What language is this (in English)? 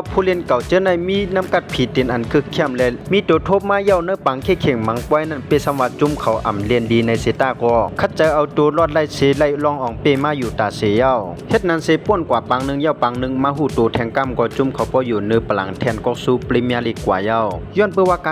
Shan